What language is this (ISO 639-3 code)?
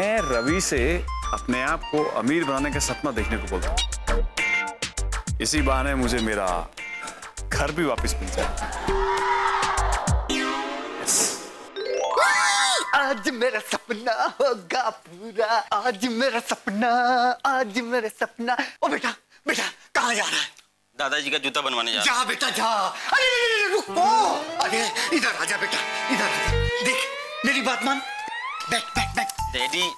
hin